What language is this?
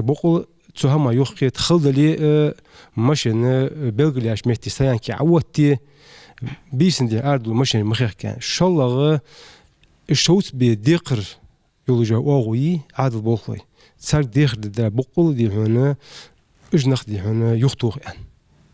Ingush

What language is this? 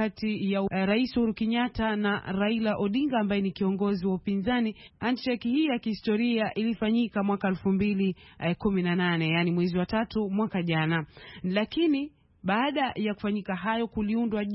Swahili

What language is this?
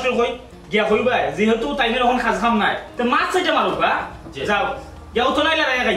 Sylheti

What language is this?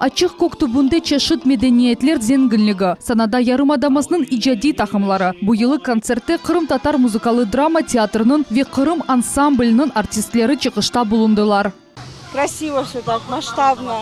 Crimean Tatar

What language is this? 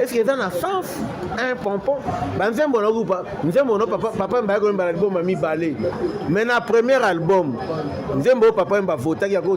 Lingala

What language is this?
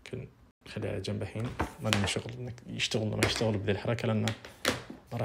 Najdi Arabic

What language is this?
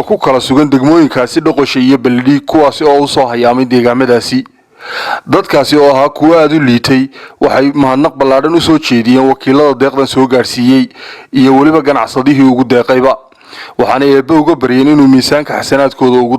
Somali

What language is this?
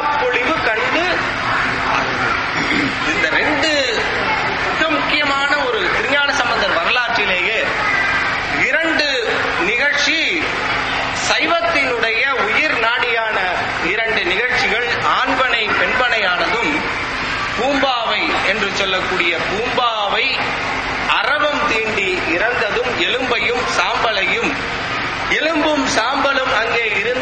Tamil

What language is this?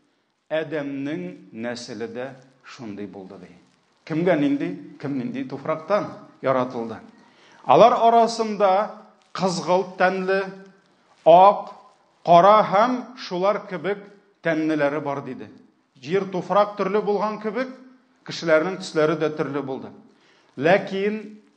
Tatar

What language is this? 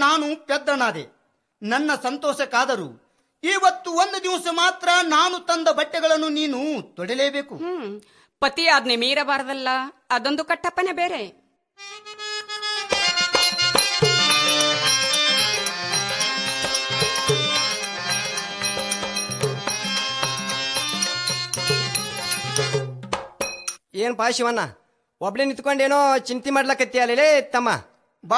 Kannada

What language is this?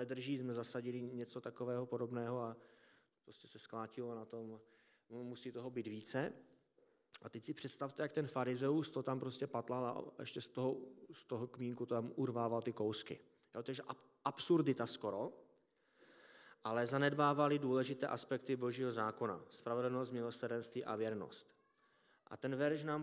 Czech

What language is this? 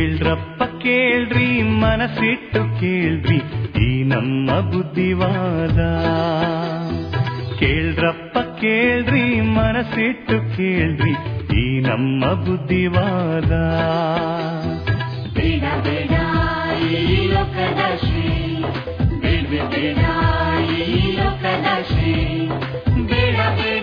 Kannada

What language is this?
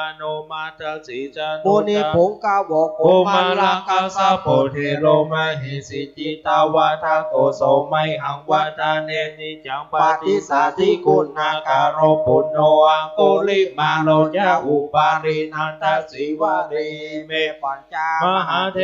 Pali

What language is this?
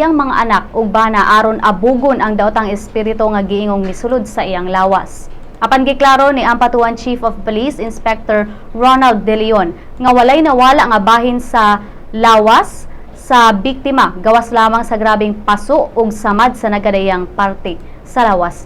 Cebuano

